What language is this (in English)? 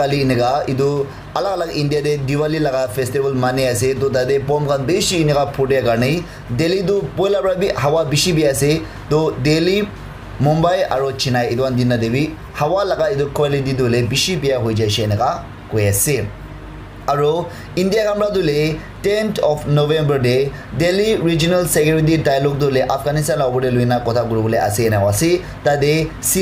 Naga Pidgin